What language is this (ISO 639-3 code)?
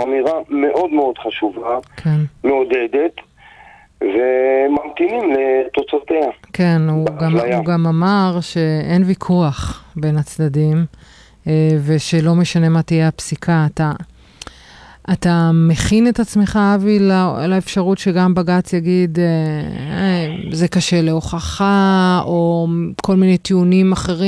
heb